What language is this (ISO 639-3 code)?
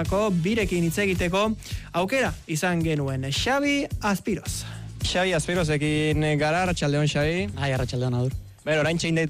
eus